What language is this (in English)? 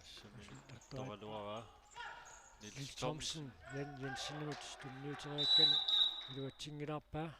Kalaallisut